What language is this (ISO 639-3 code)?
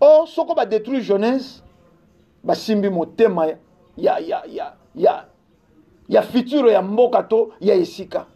lin